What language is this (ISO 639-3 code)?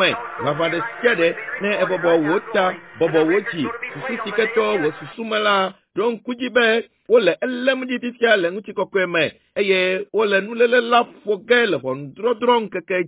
ewe